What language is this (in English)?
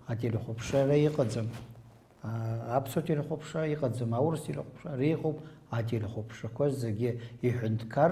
Abkhazian